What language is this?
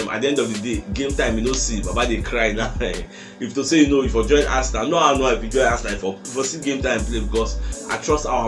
Nigerian Pidgin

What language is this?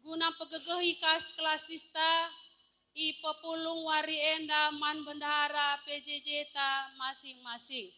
Batak Karo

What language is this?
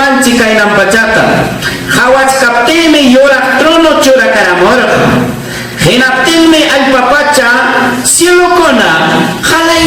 Ayacucho Quechua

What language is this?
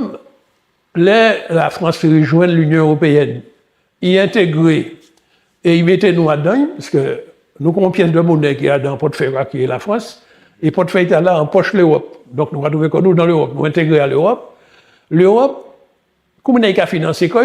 Guadeloupean Creole French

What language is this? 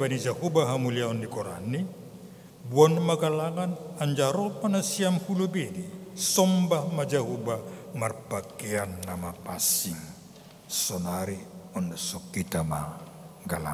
Batak Simalungun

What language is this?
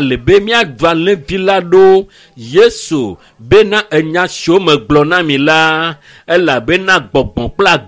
Ewe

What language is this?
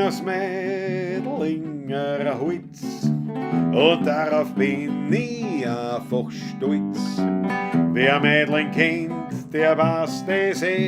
Bavarian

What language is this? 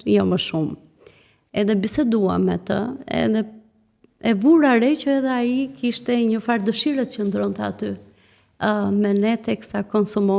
Albanian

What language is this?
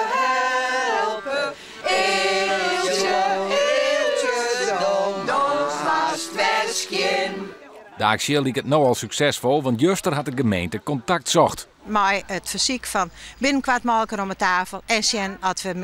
Western Frisian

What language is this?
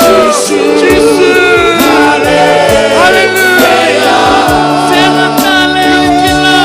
Fijian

